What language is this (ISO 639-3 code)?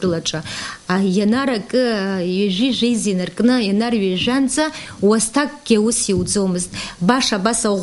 abk